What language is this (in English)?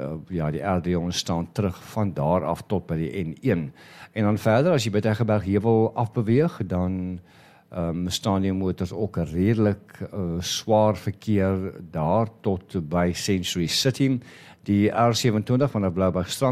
Afrikaans